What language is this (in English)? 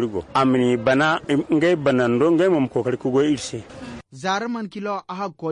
Zarma